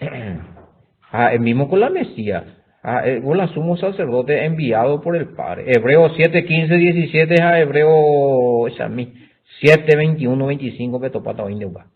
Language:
Guarani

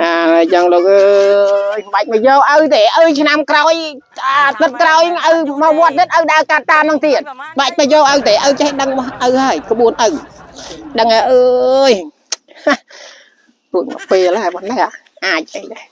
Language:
Khmer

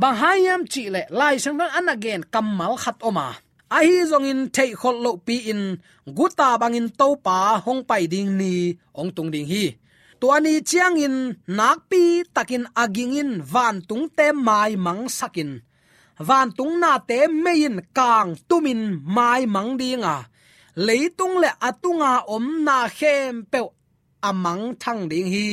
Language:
Tedim Chin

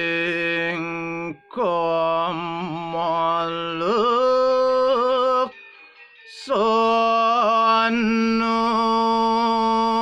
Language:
Balinese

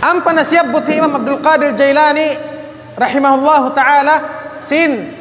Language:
Tausug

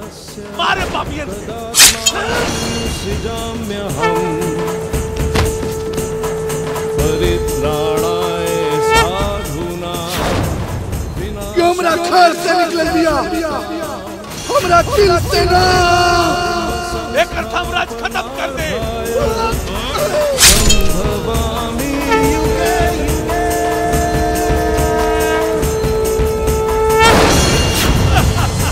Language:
Bhojpuri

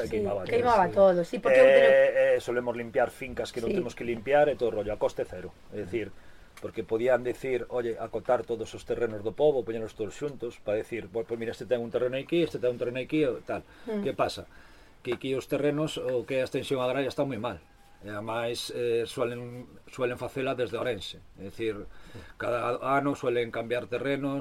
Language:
Galician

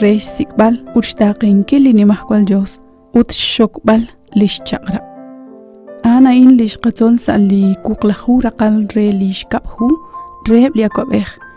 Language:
Kekchí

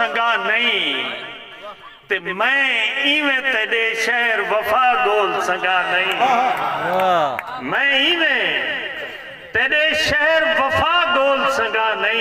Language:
Saraiki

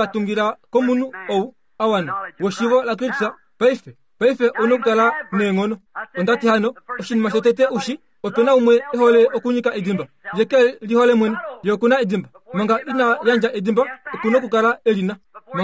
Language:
Kuanyama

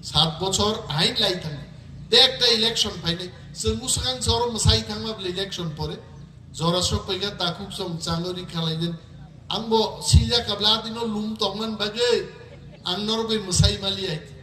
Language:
Kok Borok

